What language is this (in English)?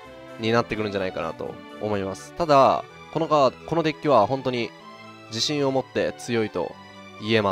Japanese